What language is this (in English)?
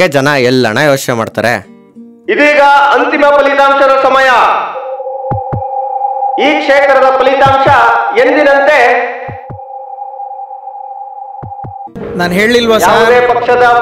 Kannada